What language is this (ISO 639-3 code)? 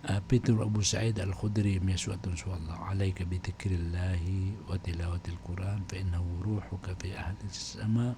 mrw